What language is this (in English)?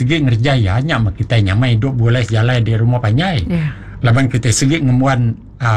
Iban